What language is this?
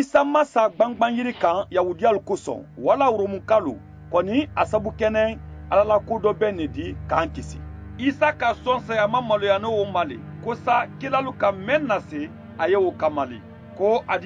Mandingo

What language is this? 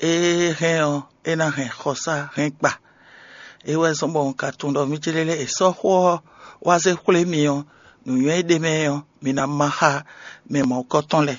Fon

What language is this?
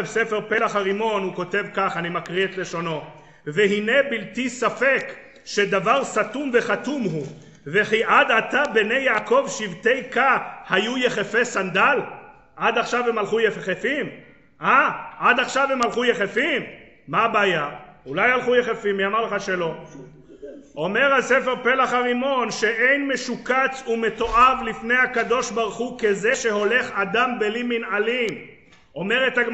Hebrew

